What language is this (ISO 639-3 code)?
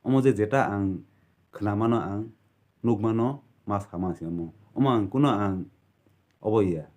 trp